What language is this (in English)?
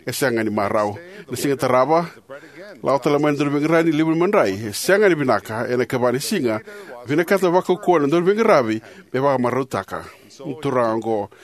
Fijian